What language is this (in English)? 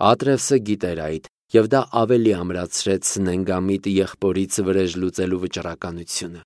Armenian